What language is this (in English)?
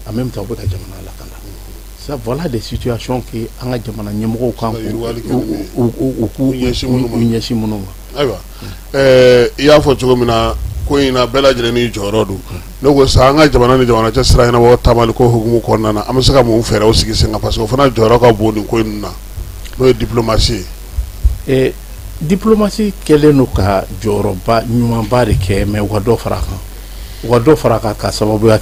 Bambara